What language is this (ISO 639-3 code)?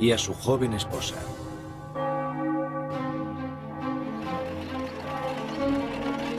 spa